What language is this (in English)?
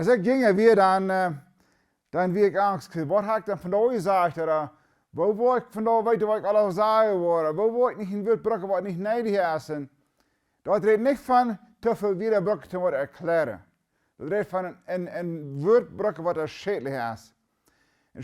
Plautdietsch